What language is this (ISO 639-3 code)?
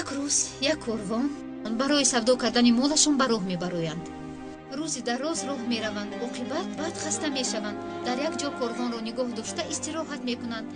tgk